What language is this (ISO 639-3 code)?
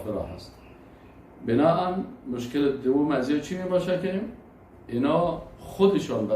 fas